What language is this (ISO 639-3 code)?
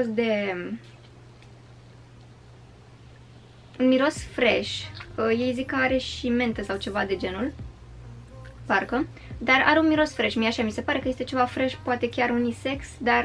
ron